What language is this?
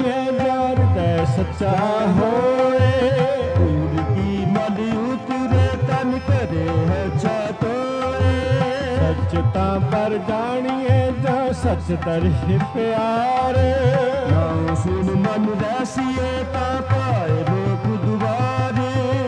Punjabi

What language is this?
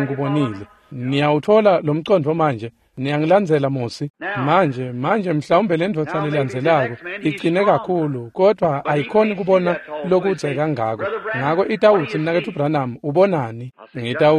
Swati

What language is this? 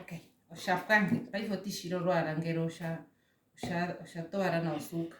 Ndonga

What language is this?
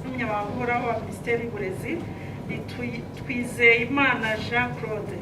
Kinyarwanda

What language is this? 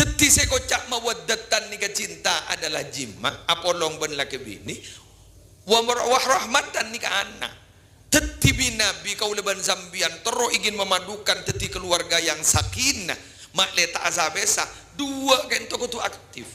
Madurese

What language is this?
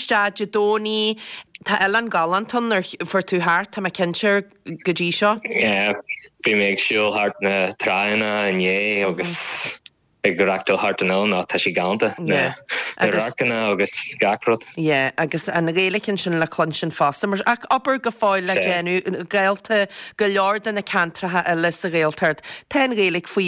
Irish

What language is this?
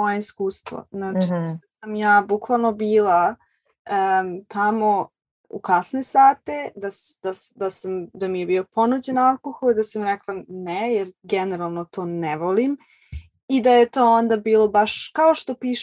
Serbian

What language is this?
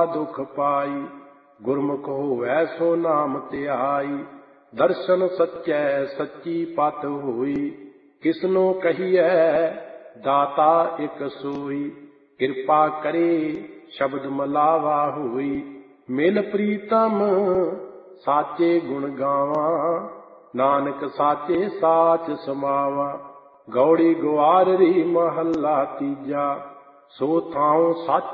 Punjabi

